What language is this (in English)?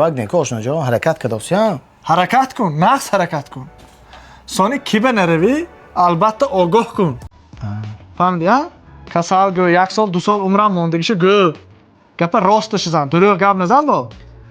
Tajik